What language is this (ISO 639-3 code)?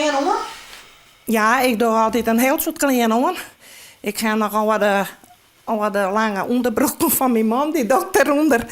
fry